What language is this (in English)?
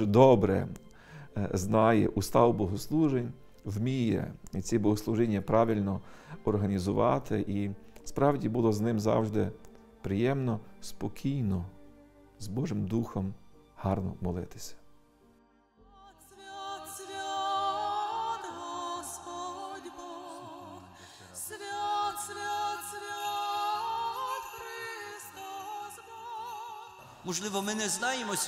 Ukrainian